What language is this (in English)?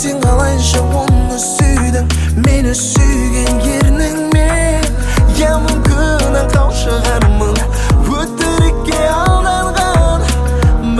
Kazakh